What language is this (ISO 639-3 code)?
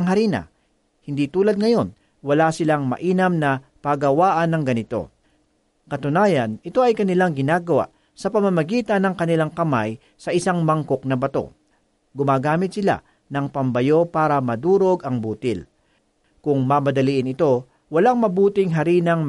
fil